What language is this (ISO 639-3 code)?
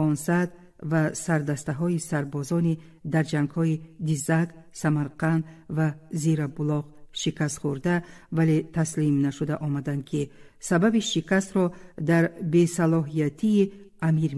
tgk